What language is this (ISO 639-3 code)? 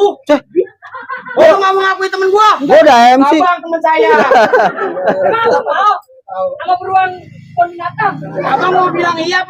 bew